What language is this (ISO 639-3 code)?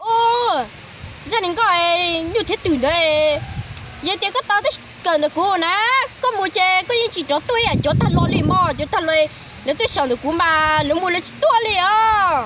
hmn